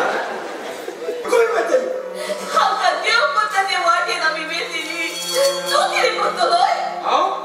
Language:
Konkani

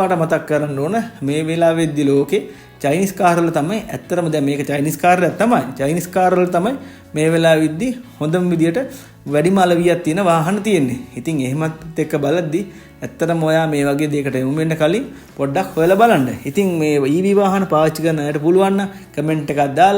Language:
Sinhala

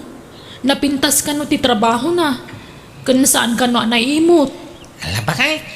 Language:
Iloko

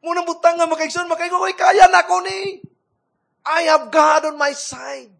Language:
Cebuano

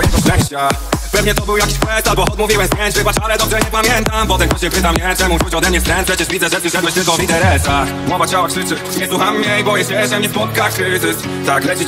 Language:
Polish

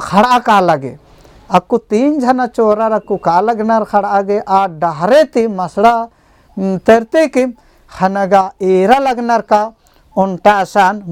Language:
Kurukh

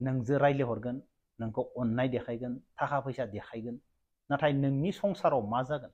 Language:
Bodo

